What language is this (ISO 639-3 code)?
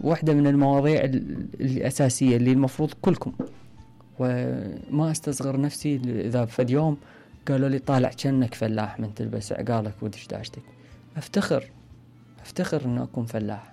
acm